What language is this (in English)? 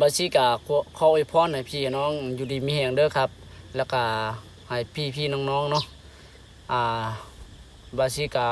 Lao